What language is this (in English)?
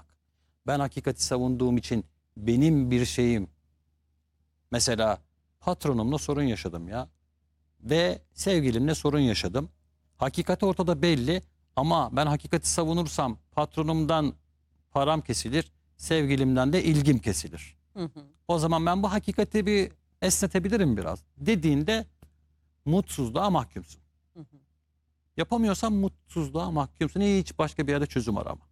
Turkish